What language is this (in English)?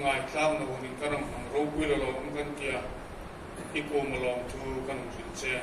Hmar